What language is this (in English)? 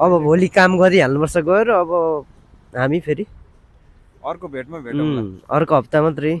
Nepali